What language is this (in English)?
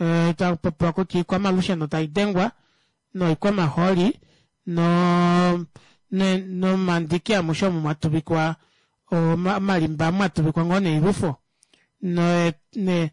Kuanyama